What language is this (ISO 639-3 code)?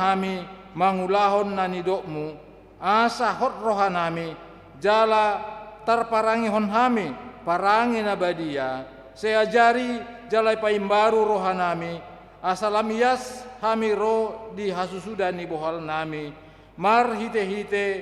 bbc